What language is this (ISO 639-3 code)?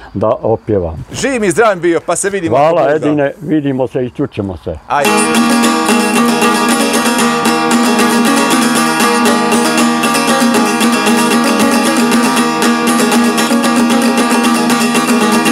bos